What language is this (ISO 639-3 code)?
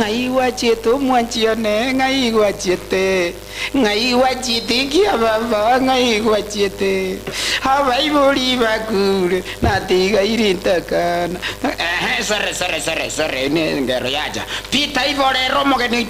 guz